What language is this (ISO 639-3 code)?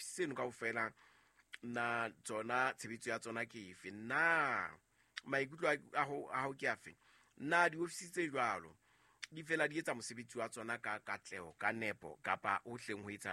sot